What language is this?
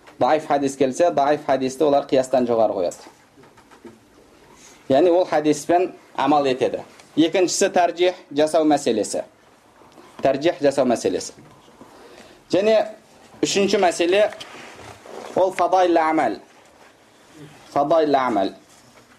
Kazakh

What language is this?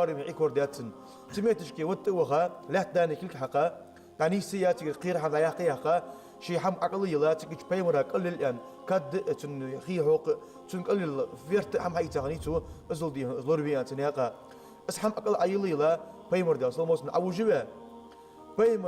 Ingush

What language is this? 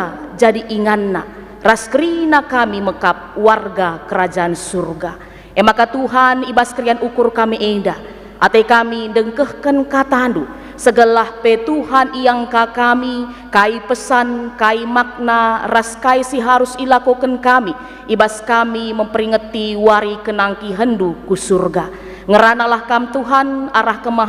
Batak Karo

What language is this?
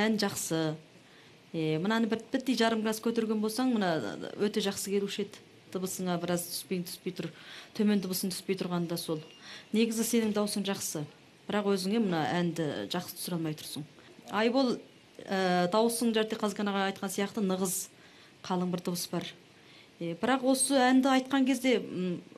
Kazakh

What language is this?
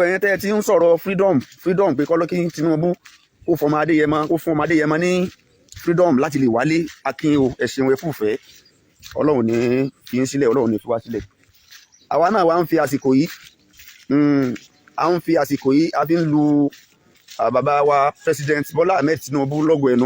Yoruba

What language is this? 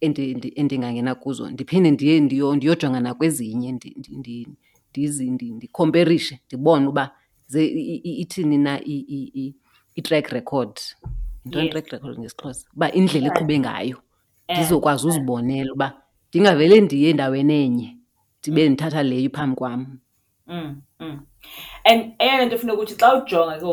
Xhosa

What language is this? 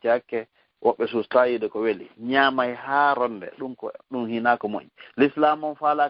Fula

